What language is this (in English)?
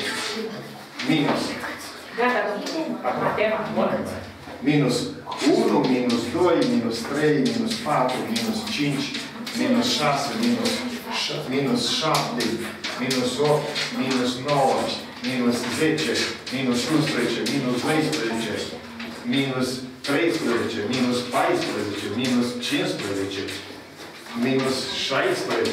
Romanian